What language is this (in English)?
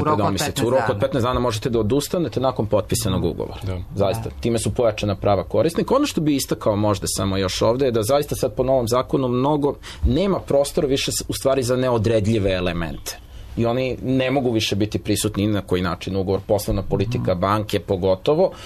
Serbian